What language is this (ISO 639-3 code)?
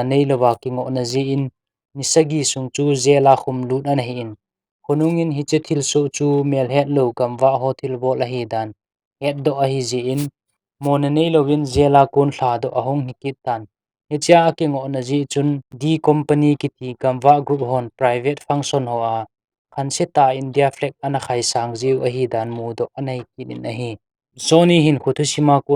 tcz